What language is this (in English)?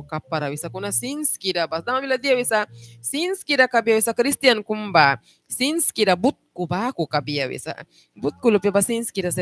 Mískito